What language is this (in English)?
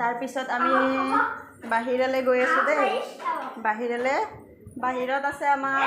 Assamese